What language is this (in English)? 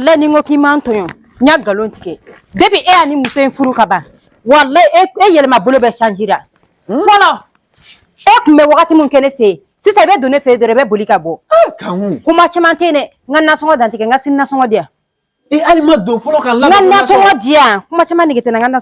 Bambara